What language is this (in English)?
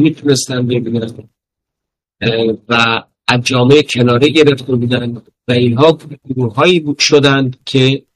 Persian